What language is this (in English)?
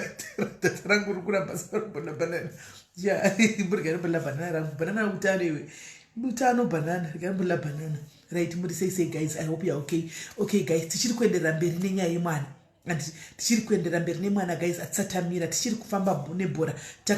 Shona